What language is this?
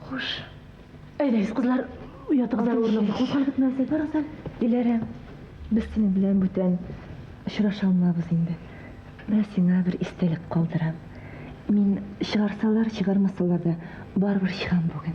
Tatar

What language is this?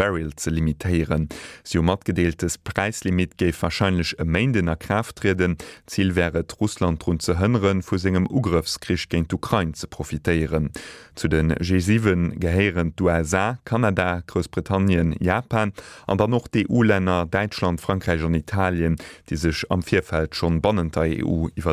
Luxembourgish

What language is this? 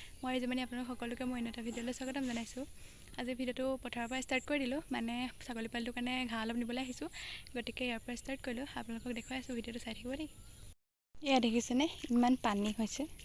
Assamese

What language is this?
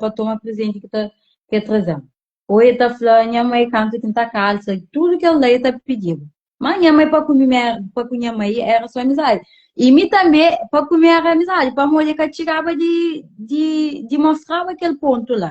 Kabuverdianu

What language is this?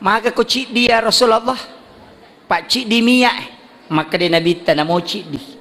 Buginese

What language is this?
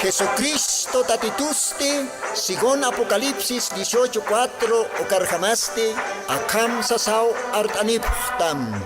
Aymara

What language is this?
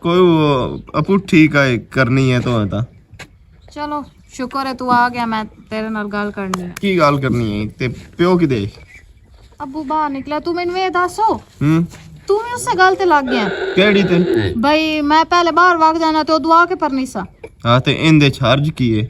Western Panjabi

